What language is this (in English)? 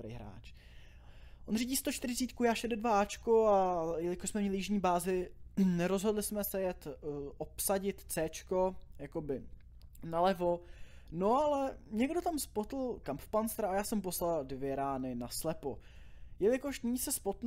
Czech